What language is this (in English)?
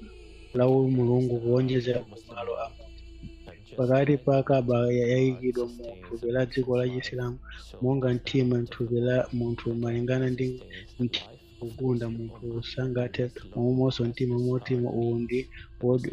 Nyanja